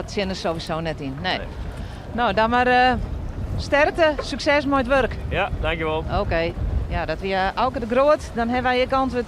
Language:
Western Frisian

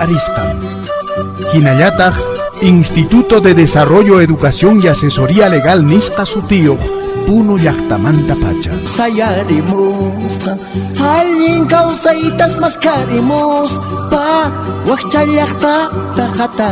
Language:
Quechua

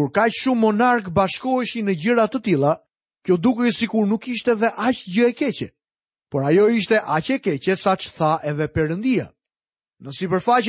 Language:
Albanian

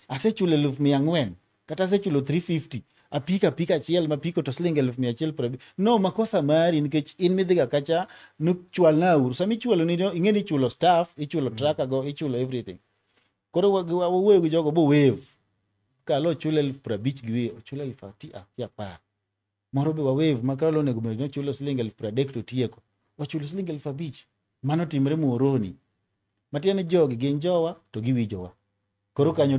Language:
Luo (Kenya and Tanzania)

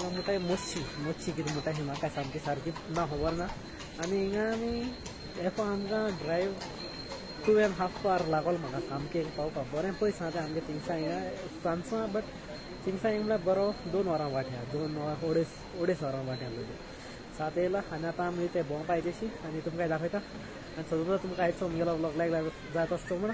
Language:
Konkani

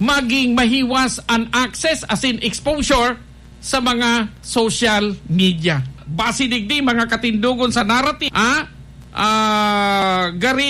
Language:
Bikol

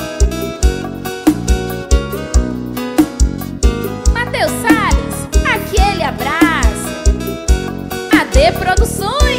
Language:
Portuguese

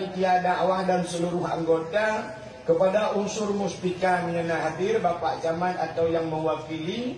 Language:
Achinese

